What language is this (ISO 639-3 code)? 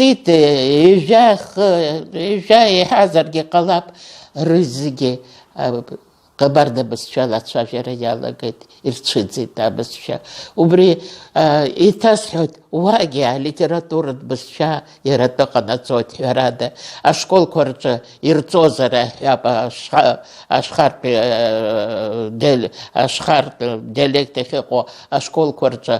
abk